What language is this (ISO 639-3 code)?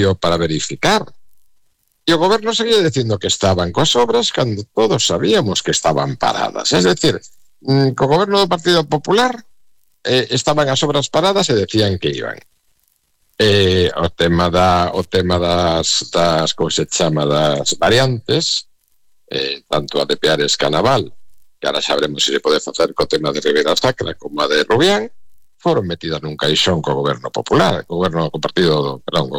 glg